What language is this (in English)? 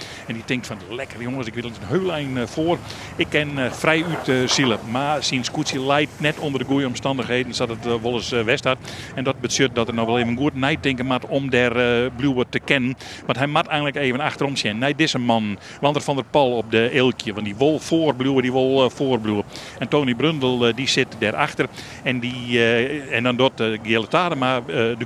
Western Frisian